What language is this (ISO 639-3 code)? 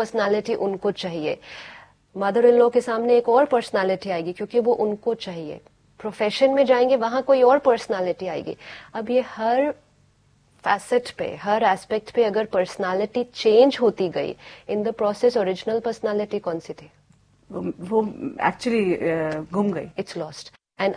hin